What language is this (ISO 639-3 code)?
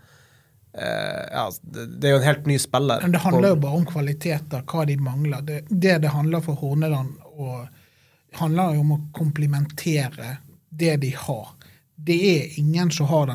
nor